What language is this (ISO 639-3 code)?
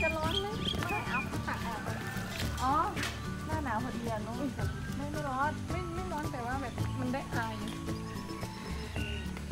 tha